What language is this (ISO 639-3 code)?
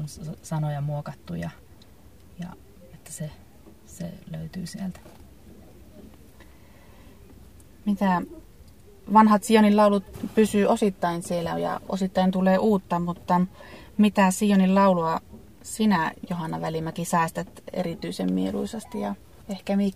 fin